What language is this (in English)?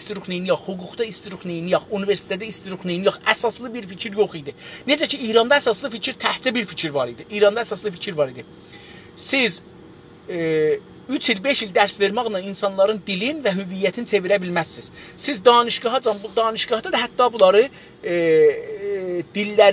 South Azerbaijani